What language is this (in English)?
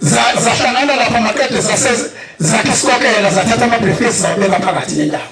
Zulu